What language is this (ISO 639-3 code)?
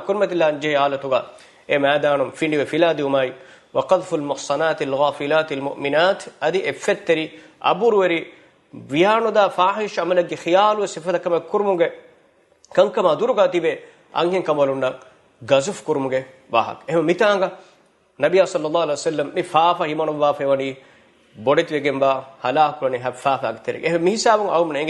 div